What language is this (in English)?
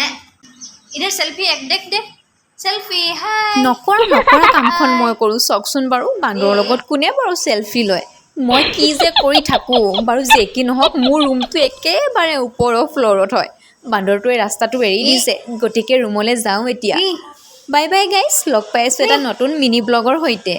Assamese